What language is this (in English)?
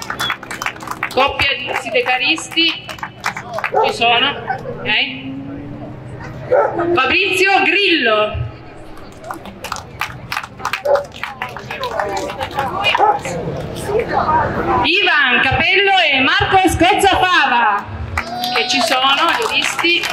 Italian